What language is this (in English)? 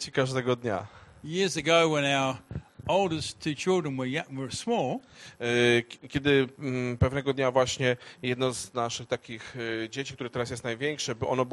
Polish